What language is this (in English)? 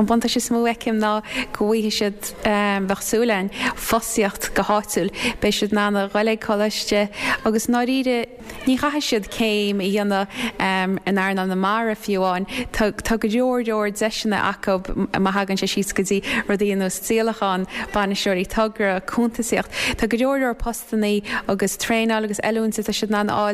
Irish